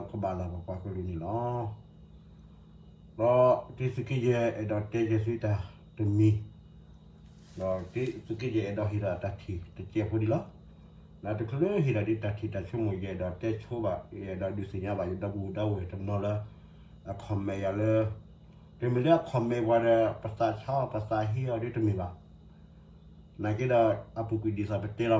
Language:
S'gaw Karen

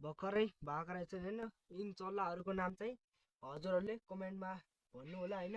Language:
Nepali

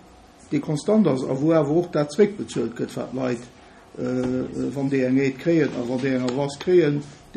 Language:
Luxembourgish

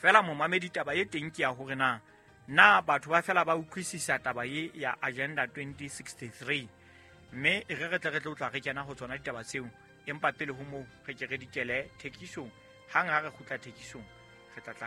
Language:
Southern Sotho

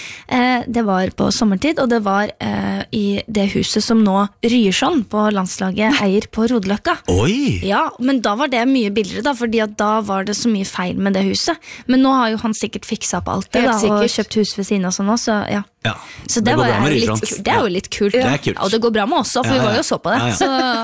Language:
Norwegian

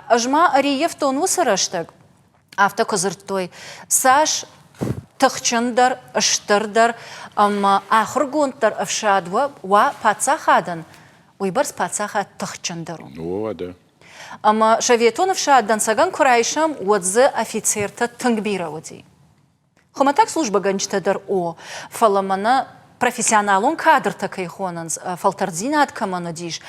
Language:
Ossetic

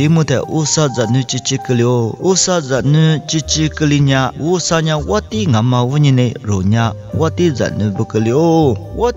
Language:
Lisu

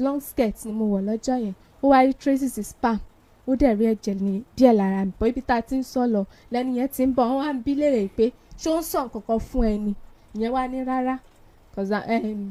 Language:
Yoruba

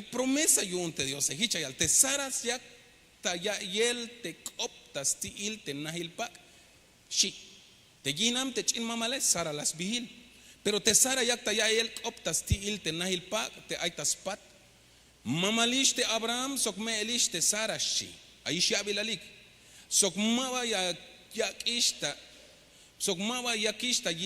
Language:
Tzeltal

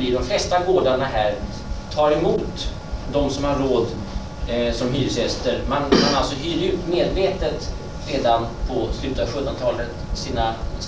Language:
Swedish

